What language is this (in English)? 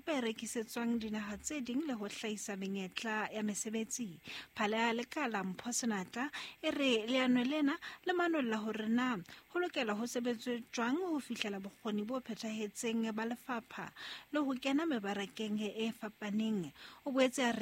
Southern Sotho